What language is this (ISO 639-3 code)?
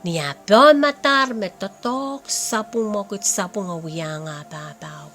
pon